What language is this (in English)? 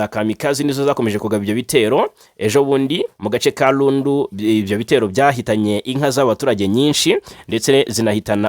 Kinyarwanda